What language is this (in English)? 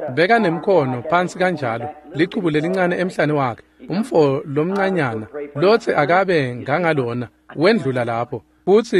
Swati